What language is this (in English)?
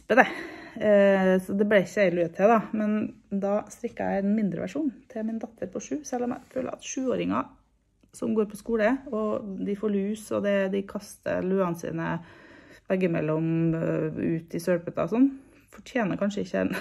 Norwegian